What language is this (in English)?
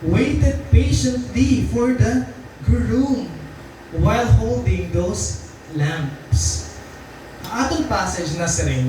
Waray